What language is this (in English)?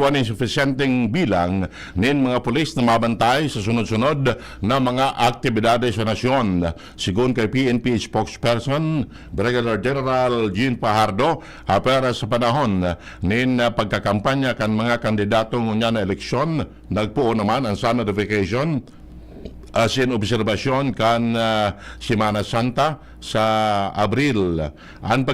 Bikol